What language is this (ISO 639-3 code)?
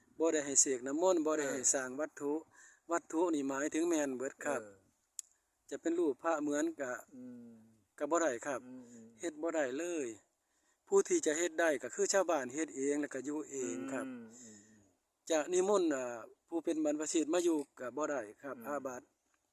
tts